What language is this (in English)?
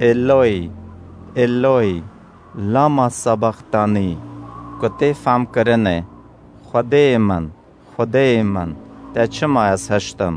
Kurdish